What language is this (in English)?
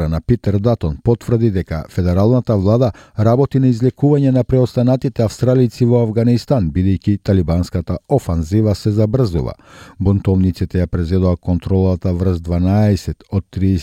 Macedonian